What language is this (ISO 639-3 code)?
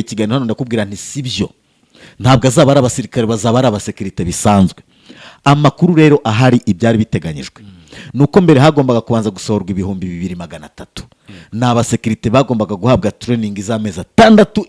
kin